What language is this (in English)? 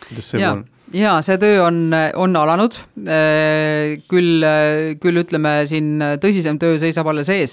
Estonian